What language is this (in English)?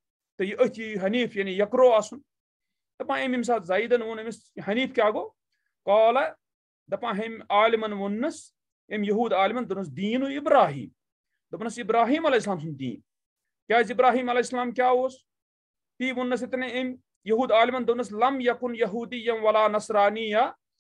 Kashmiri